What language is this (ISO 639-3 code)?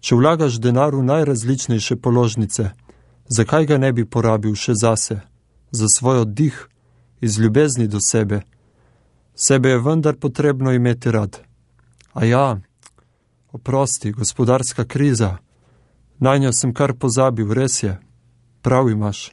slv